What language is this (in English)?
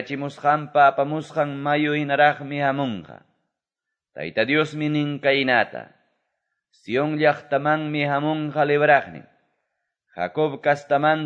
Quechua